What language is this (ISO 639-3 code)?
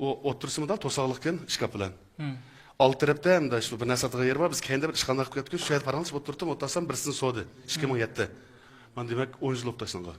uig